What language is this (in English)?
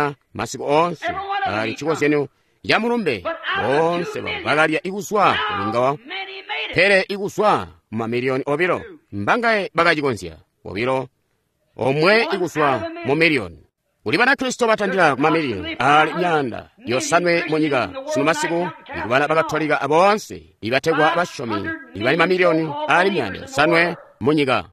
Tonga (Zambia)